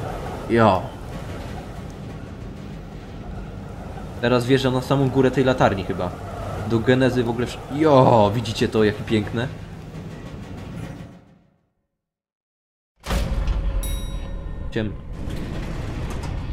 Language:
Polish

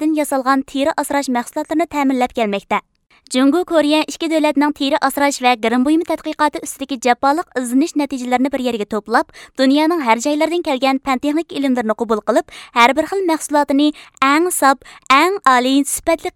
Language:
Uzbek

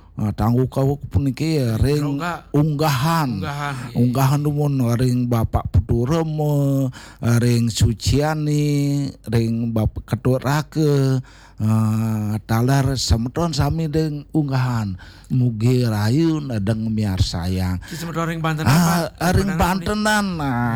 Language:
Balinese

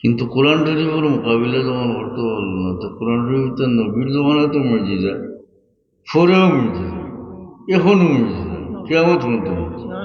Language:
Sylheti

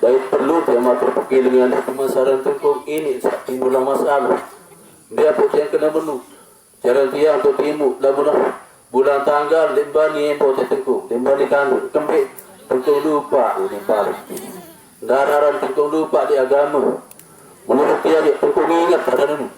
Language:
Sasak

